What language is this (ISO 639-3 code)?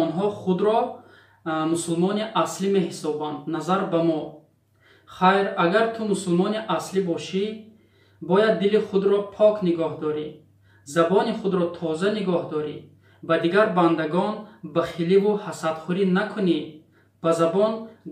tgk